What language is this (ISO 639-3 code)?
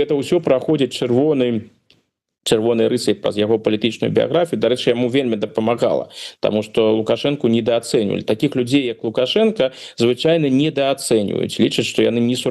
bel